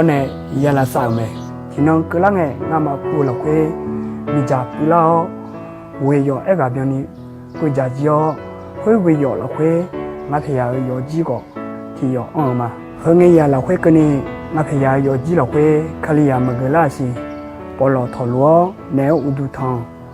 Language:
Akha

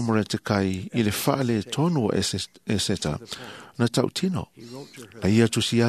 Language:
Samoan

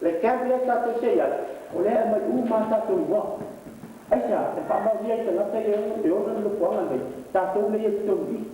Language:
Samoan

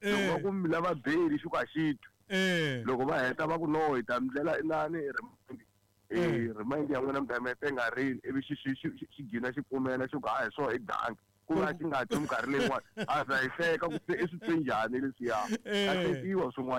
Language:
Tsonga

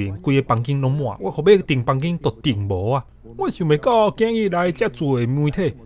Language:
Min Nan Chinese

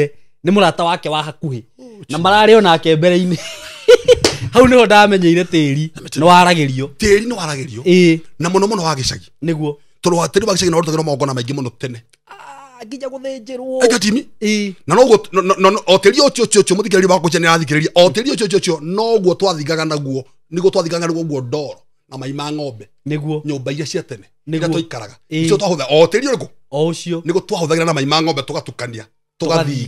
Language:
Kikuyu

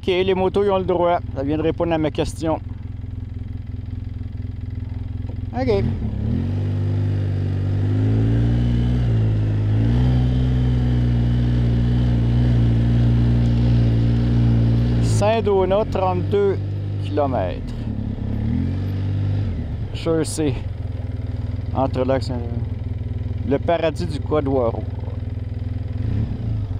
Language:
French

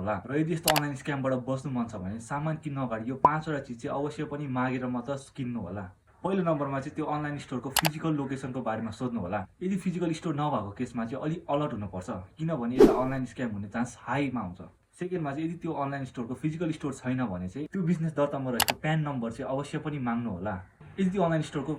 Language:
Nepali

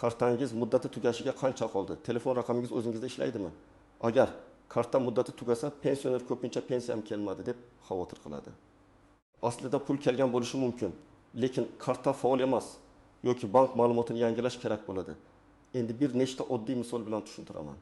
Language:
Uzbek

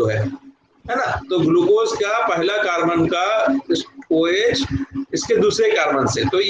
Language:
Hindi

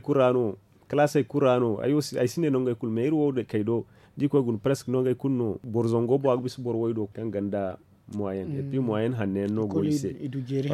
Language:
Zarma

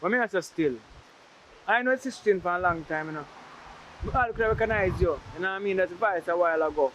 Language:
Jamaican Creole English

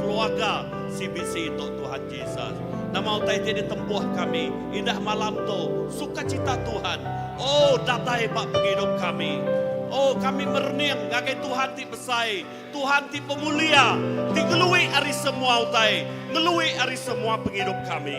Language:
Iban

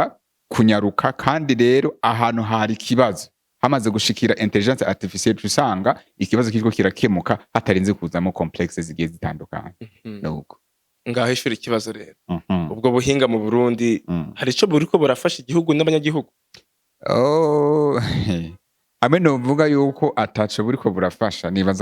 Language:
Rundi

